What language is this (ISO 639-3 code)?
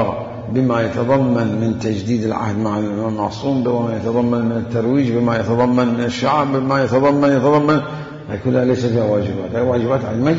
acm